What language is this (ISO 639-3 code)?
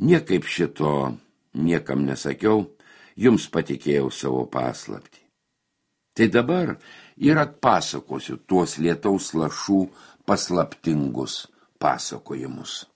lit